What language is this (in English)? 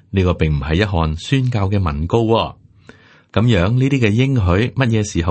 Cantonese